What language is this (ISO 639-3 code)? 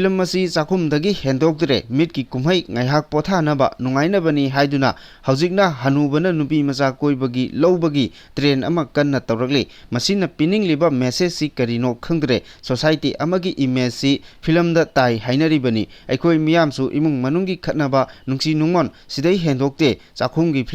mni